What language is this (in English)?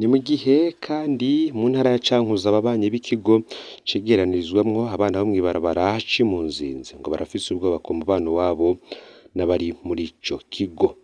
Rundi